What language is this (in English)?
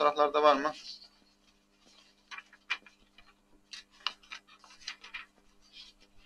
Turkish